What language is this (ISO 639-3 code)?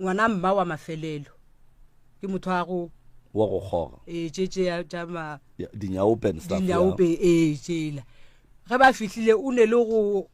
nso